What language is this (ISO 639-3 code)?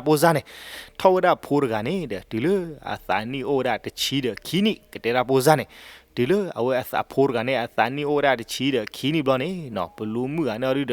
ksw